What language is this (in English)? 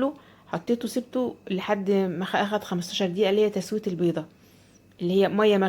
Egyptian Arabic